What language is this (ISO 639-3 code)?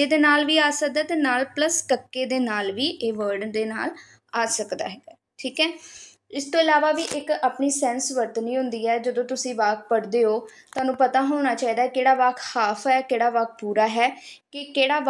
pan